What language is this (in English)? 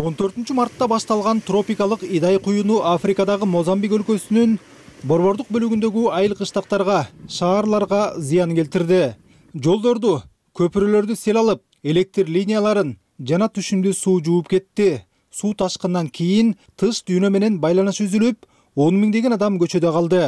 Kyrgyz